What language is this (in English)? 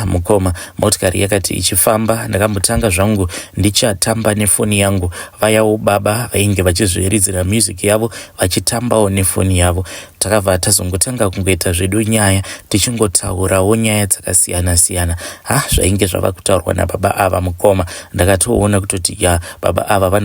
Shona